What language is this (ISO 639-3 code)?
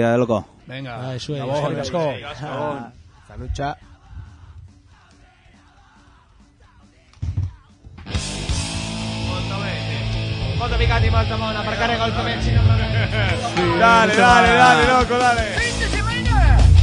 eus